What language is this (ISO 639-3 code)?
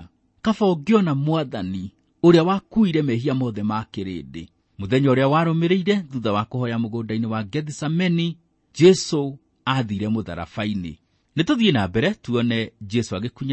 kik